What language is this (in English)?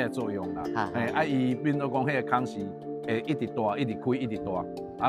Min Nan Chinese